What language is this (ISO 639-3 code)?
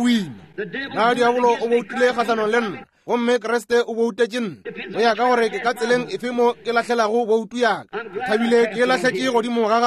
nso